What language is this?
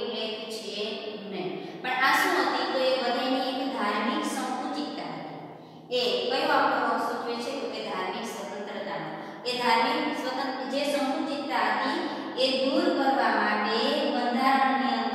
Gujarati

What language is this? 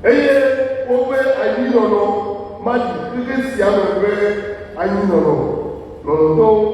Ewe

